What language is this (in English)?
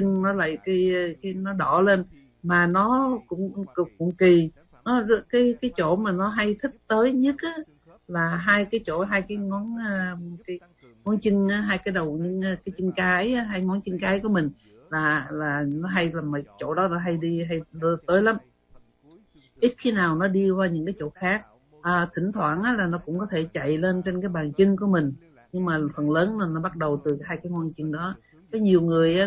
Vietnamese